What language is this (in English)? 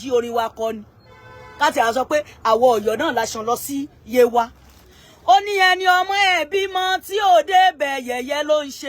Yoruba